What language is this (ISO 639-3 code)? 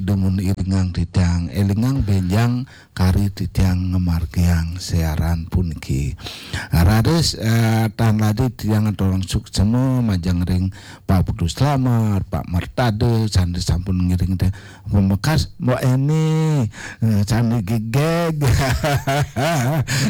ban